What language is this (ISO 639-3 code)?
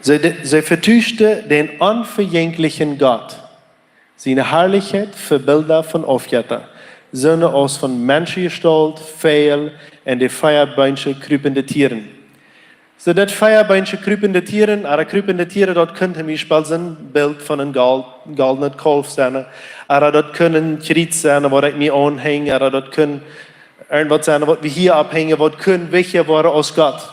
pdt